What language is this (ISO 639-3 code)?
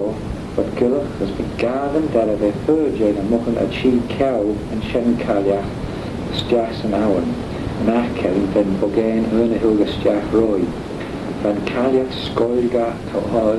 glv